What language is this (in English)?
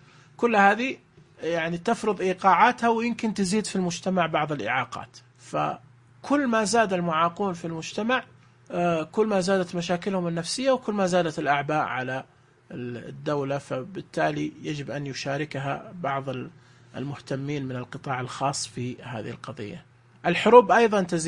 Najdi Arabic